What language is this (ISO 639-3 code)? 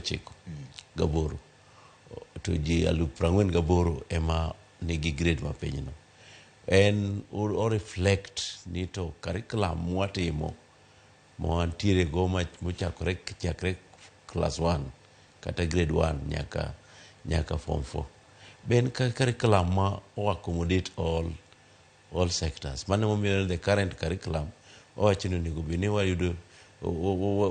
luo